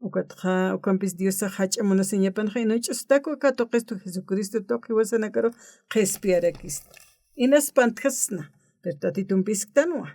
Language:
Aymara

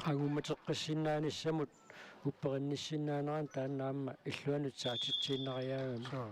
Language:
Kalaallisut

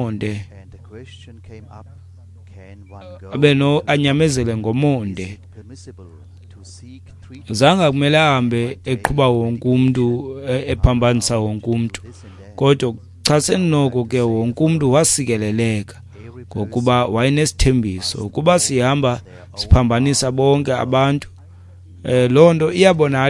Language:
Xhosa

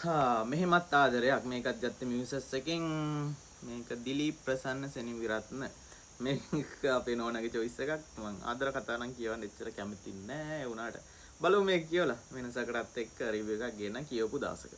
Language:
Sinhala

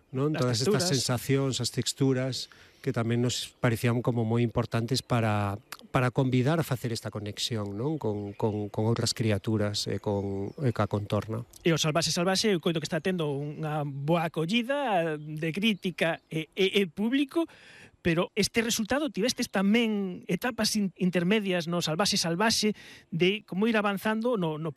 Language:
Galician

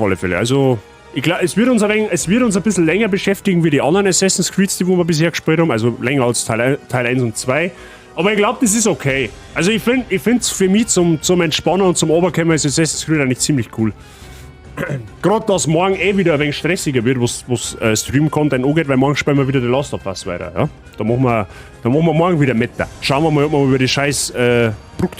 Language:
Bavarian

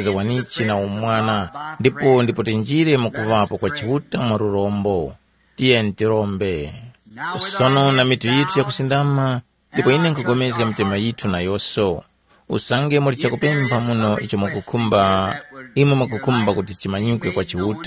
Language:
Tumbuka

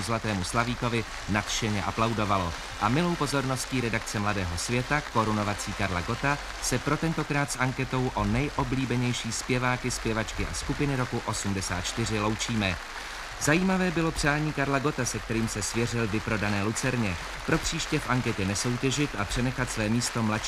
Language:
Czech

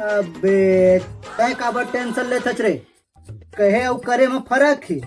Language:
Chhattisgarhi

